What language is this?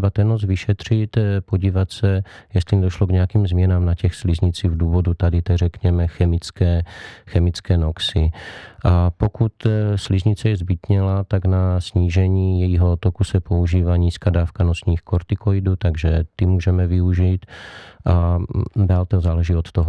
Czech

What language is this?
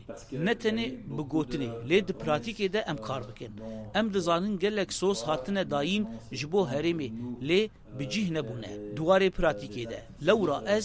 Kurdish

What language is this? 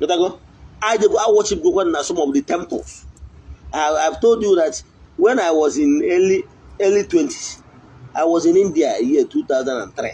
Igbo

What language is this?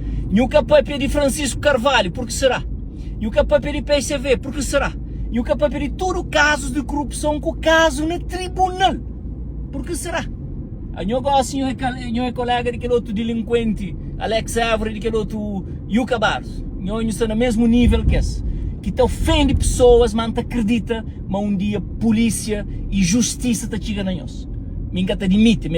Kabuverdianu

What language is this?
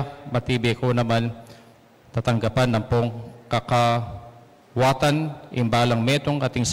Pampanga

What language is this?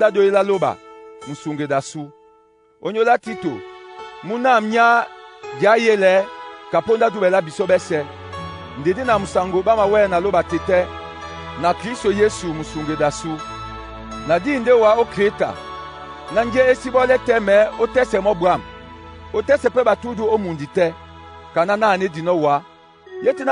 Duala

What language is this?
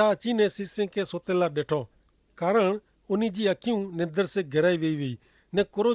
Kachhi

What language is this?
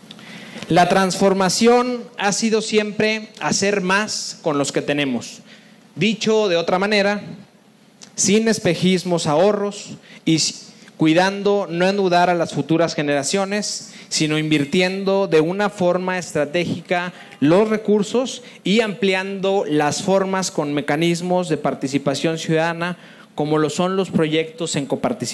Spanish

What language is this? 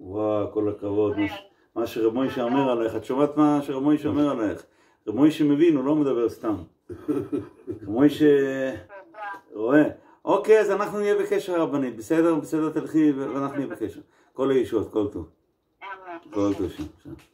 Hebrew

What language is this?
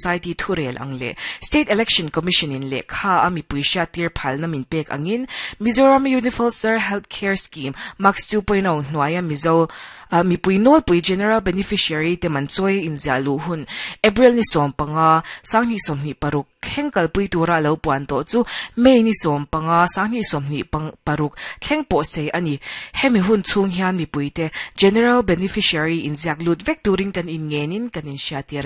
Mizo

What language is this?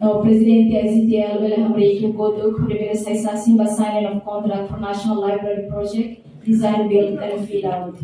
Tetum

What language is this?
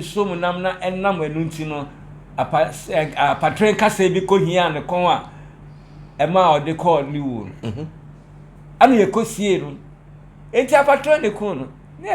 Akan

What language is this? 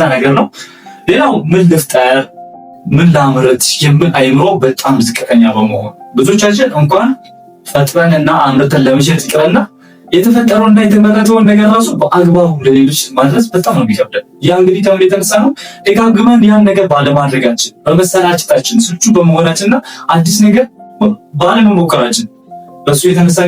Amharic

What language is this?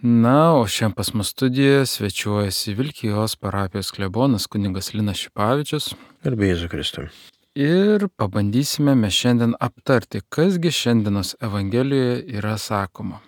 Lithuanian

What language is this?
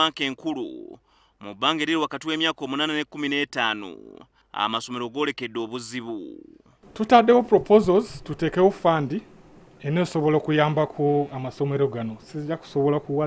Ganda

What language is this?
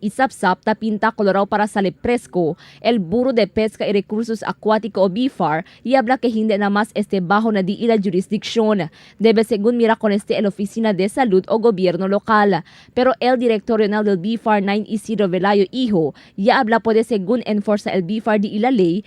Chavacano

